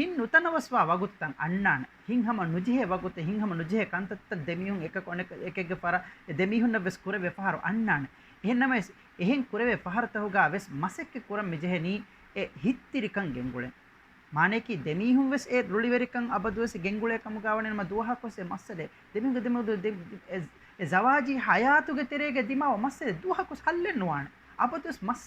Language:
Divehi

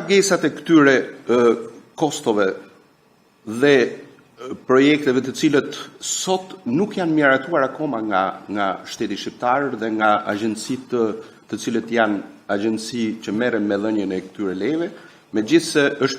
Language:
Albanian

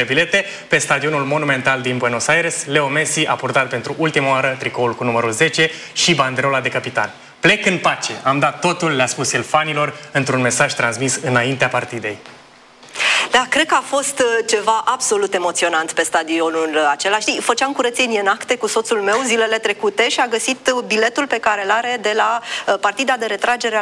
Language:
Romanian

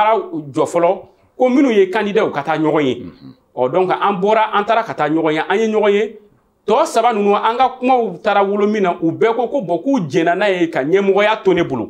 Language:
Bambara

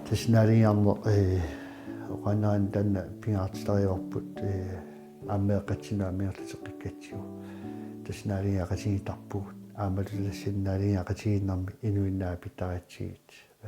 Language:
Kalaallisut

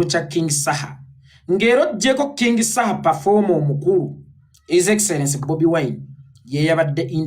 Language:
Ganda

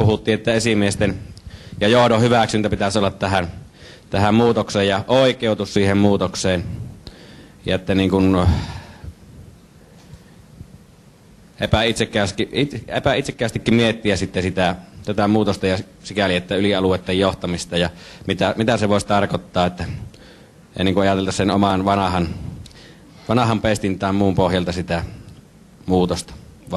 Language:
Finnish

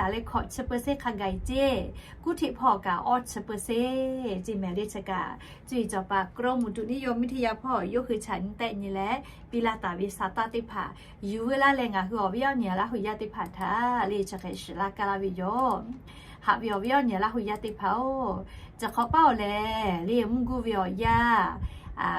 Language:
Lahu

